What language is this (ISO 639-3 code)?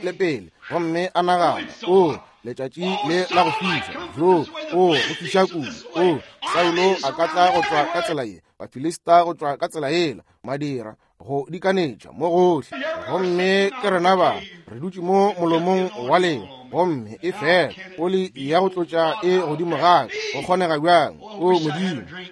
nso